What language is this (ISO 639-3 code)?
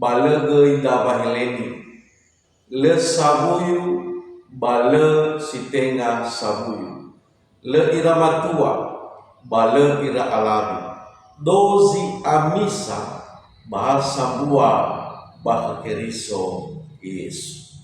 nia